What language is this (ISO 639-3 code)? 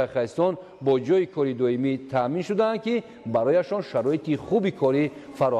tgk